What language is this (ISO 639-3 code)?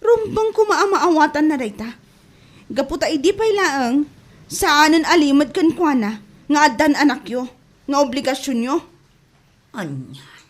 ilo